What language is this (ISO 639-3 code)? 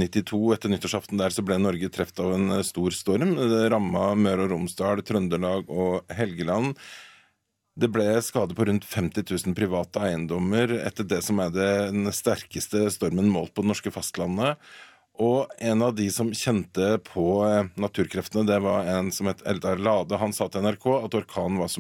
nor